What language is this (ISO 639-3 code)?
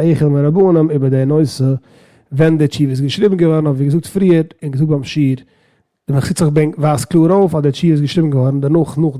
yid